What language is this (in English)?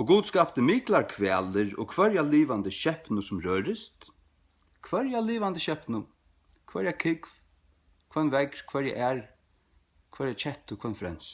Faroese